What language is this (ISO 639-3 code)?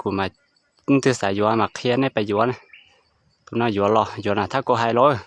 hmn